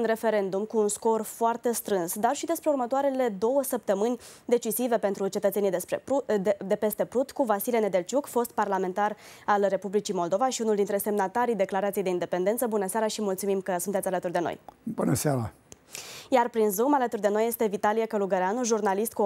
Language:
Romanian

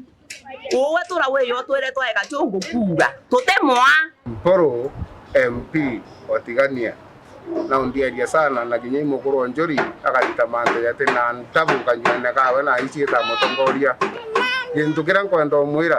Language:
Meru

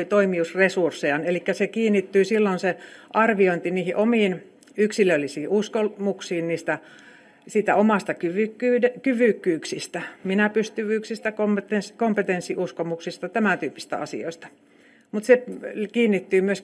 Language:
Finnish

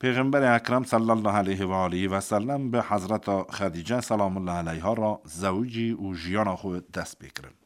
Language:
Kurdish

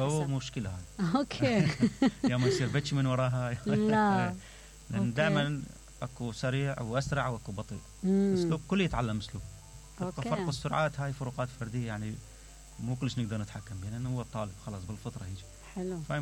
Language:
Mesopotamian Arabic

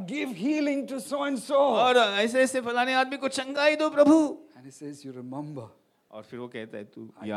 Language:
Hindi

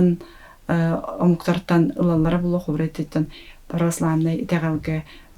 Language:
Yakut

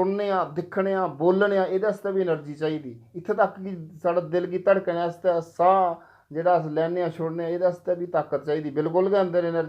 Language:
Dogri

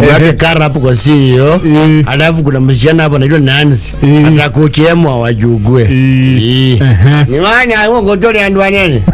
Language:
Kikuyu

